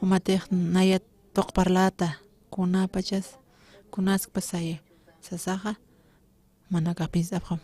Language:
Aymara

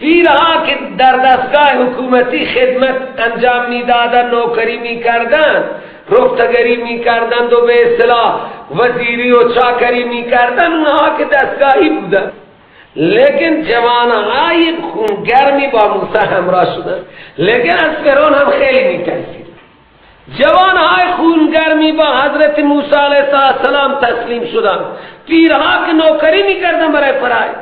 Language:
Persian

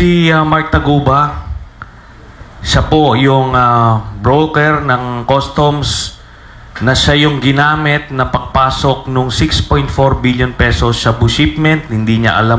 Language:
Filipino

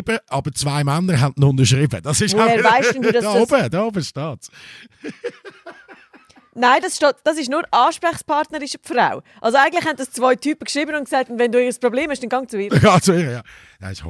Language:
German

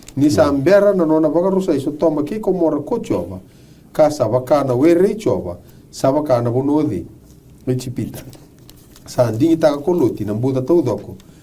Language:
Fijian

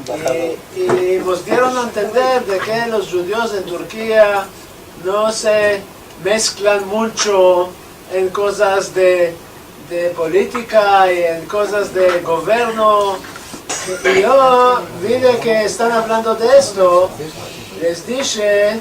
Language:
Ladino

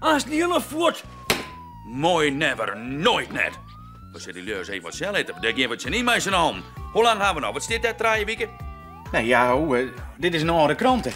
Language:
Western Frisian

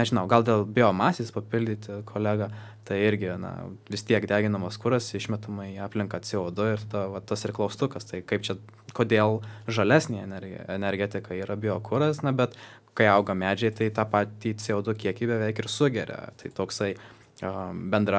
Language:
Lithuanian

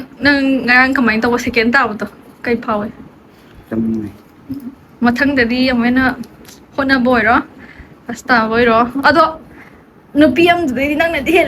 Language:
Manipuri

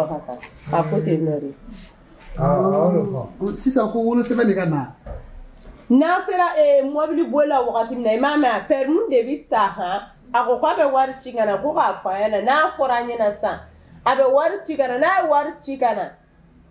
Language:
Bambara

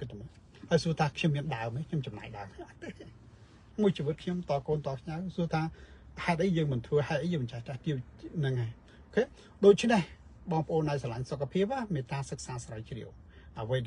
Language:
Khmer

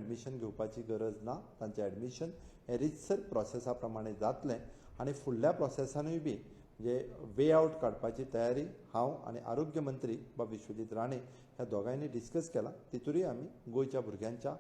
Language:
Konkani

